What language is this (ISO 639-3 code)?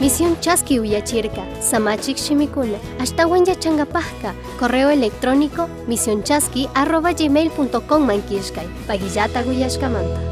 qug